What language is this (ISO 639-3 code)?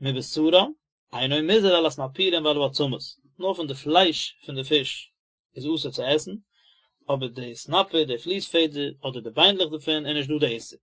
yid